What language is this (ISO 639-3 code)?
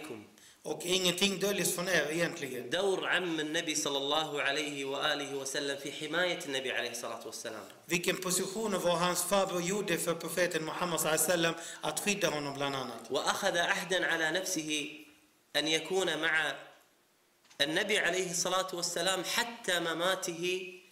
swe